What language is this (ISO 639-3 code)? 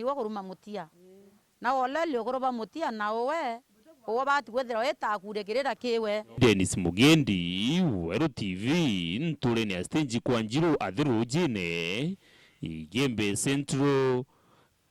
mer